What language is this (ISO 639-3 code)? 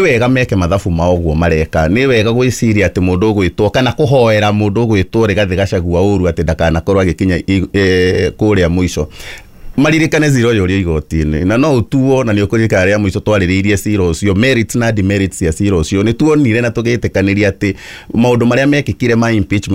kik